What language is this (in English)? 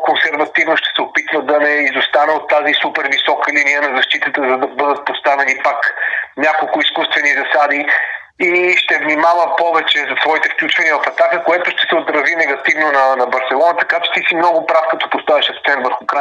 Bulgarian